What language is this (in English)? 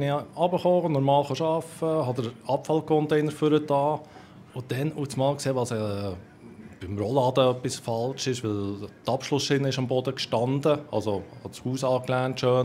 Swiss German